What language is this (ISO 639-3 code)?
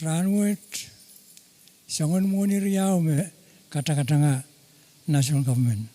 pon